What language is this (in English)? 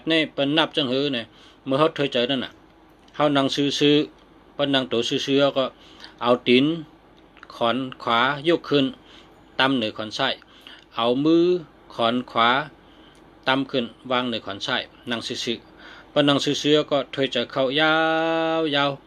Shan